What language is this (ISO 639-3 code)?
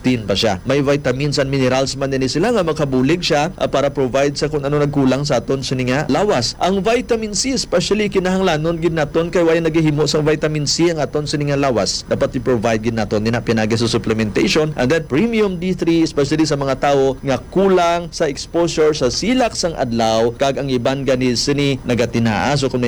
hil